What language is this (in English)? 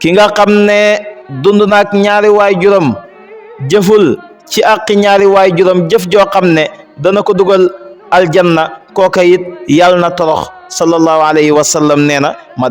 Wolof